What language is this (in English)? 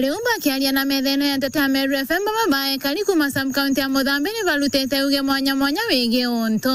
Meru